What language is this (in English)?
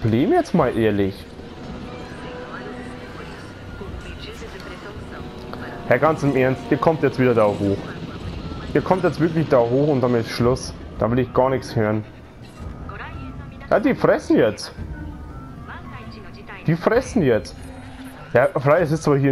German